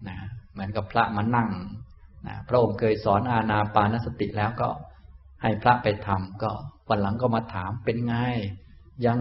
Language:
Thai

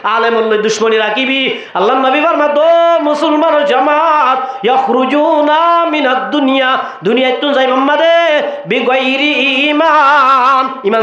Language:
Rohingya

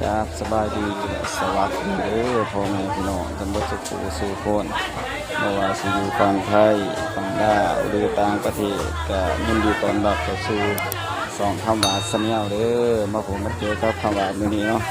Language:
Northeastern Thai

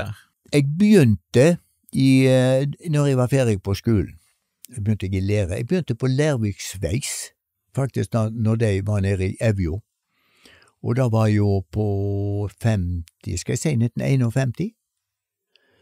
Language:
Norwegian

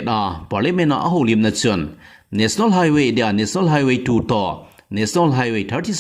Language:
Thado Chin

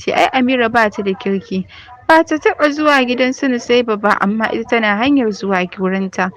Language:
Hausa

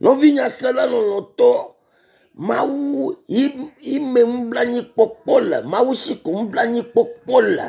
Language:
Ewe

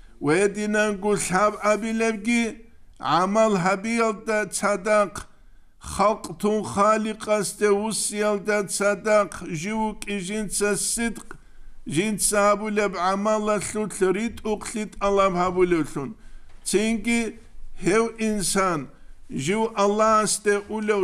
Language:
Avaric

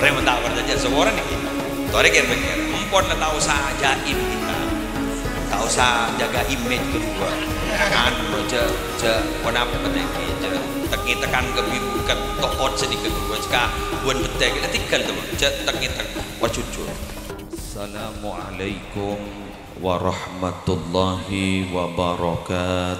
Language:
Madurese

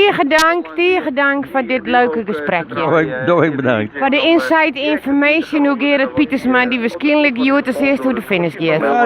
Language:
Western Frisian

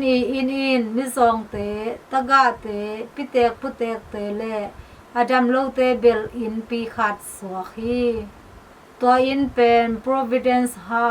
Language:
Tedim Chin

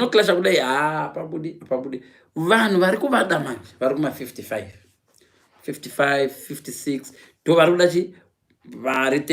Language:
Shona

